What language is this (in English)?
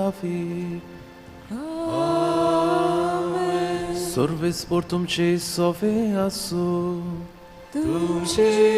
Konkani